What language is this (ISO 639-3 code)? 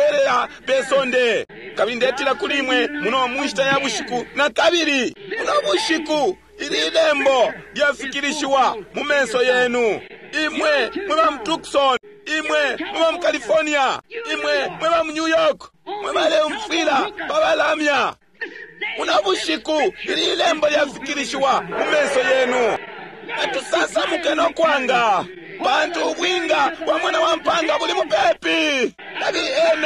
bem